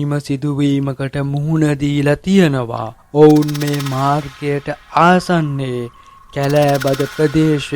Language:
Sinhala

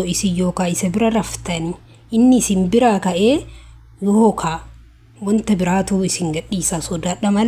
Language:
Oromo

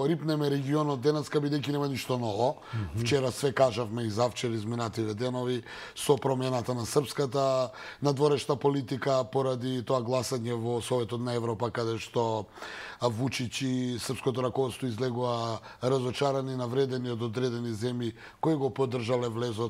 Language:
Macedonian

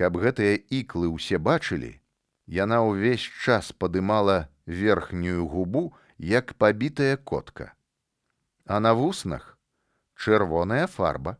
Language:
Belarusian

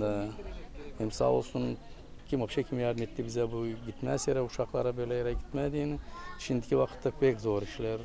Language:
Gagauz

